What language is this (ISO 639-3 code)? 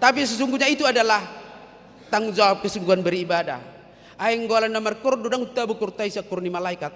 bbc